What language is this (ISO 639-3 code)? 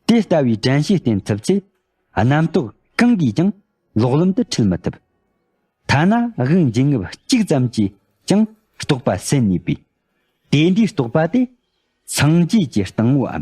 bod